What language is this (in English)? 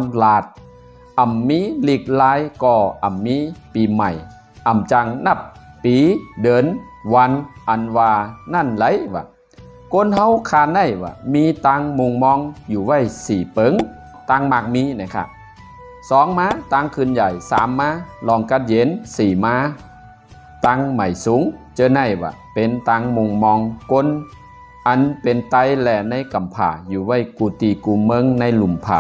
Shan